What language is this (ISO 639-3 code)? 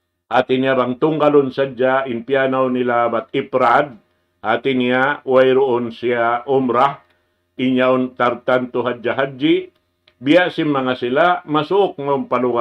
tsg